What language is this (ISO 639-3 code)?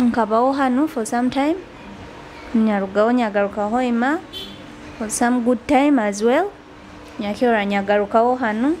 nyo